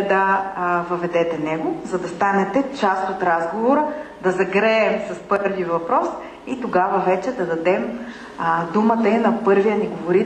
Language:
Bulgarian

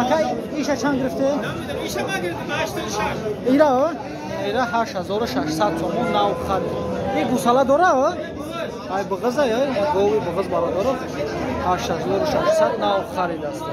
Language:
Tajik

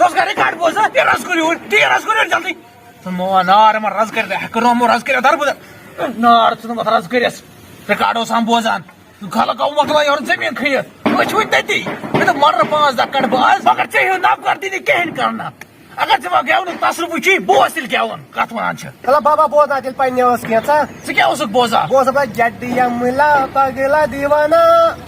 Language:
Kashmiri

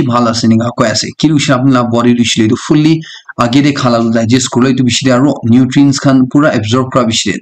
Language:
Naga Pidgin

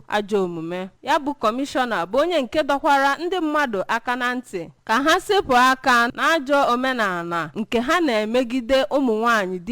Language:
Igbo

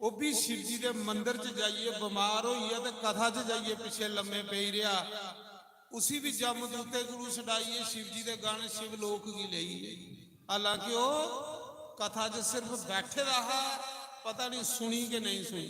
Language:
Dogri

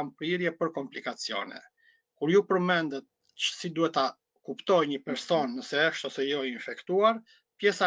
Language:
Albanian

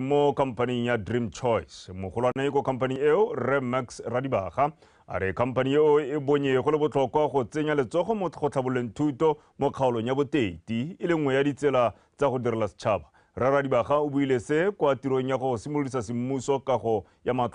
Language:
Tswana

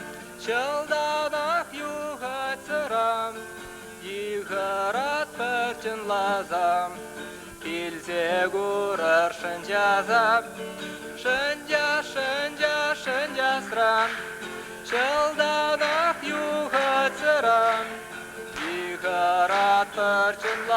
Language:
Chuvash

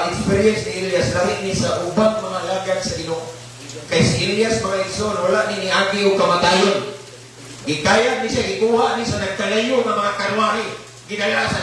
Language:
Cebuano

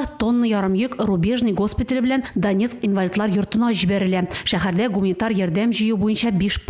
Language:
Tatar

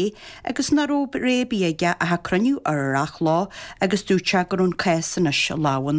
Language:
Irish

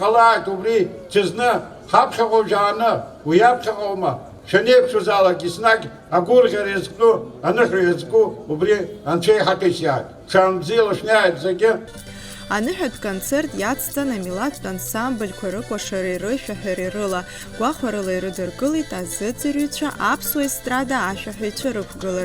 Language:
Abkhazian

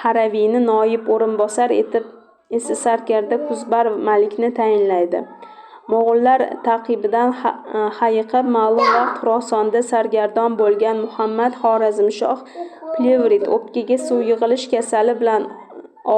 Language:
Uzbek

